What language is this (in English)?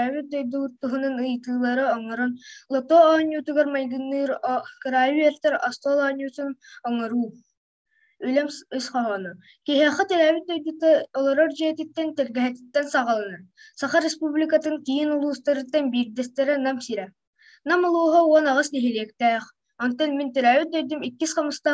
Yakut